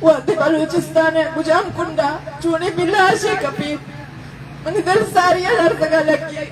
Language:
Eastern Balochi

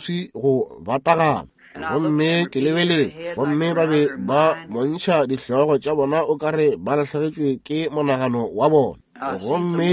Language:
Northern Sotho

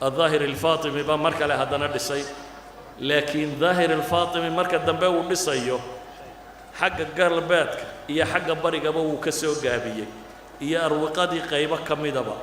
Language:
Somali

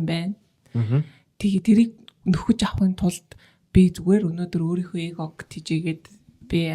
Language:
Mongolian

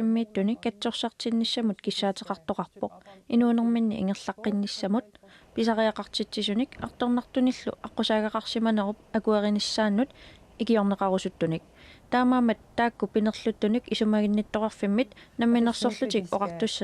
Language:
Kalaallisut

